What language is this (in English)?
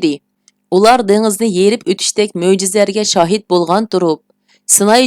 Uyghur